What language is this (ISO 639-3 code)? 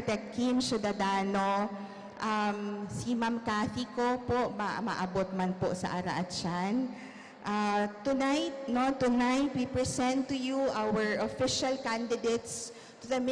bik